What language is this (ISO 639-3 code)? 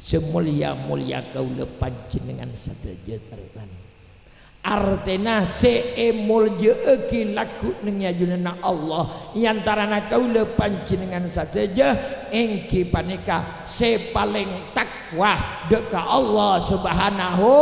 mad